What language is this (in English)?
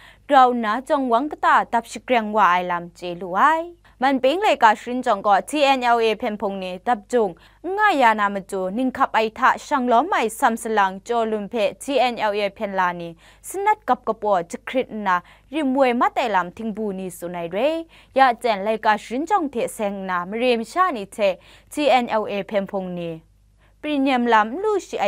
Kachin